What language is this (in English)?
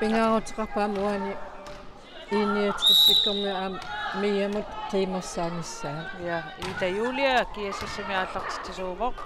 Kalaallisut